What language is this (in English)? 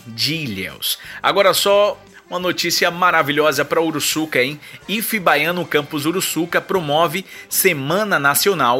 Portuguese